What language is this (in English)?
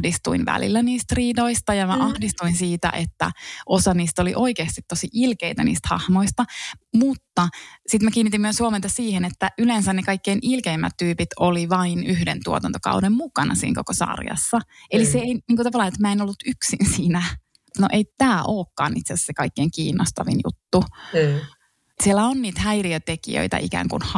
Finnish